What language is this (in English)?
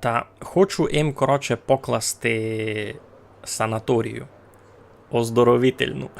Rusyn